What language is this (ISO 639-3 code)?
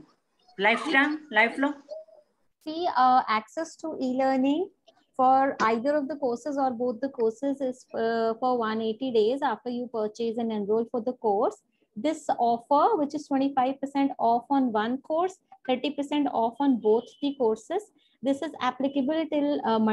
eng